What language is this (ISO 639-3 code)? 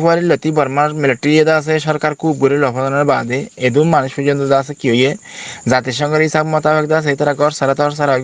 rhg